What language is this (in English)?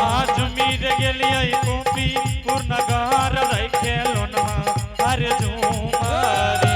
Angika